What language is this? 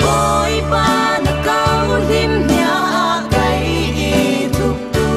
Falam Chin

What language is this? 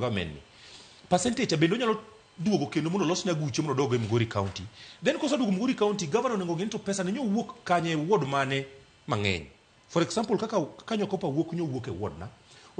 Luo (Kenya and Tanzania)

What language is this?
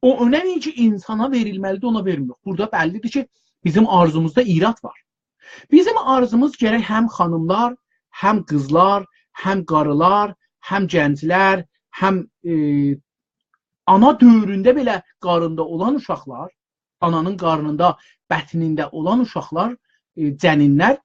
South Azerbaijani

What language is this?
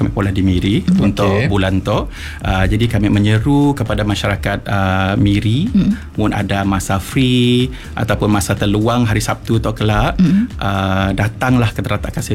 Malay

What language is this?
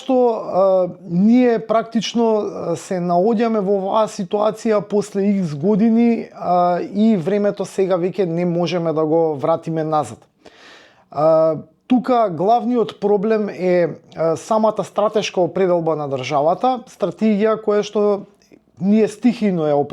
Macedonian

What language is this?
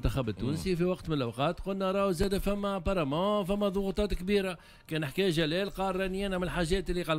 Tunisian Arabic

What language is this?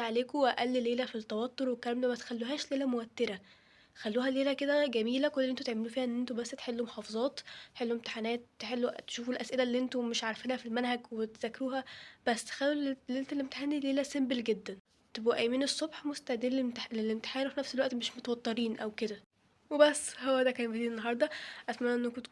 Egyptian Arabic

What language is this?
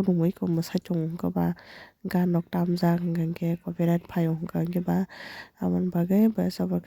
Kok Borok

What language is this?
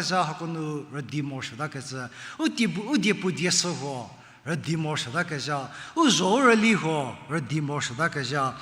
Angami Naga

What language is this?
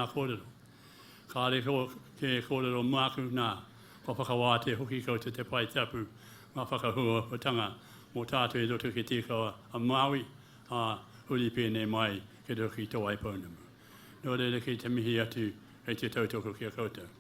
Māori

